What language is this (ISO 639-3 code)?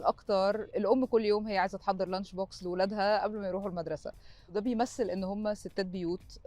arz